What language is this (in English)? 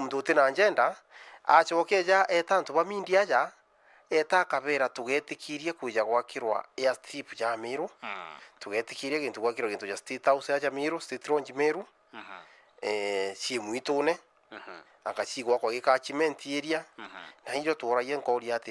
Meru